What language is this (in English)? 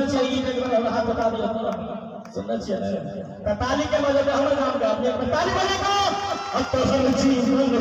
Maithili